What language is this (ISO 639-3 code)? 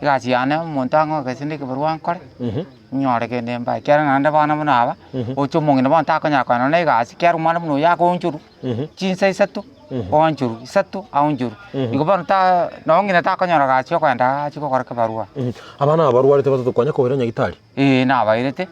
guz